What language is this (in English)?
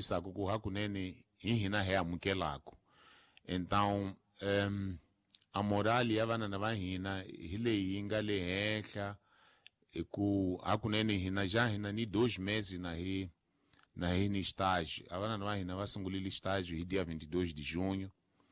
Tsonga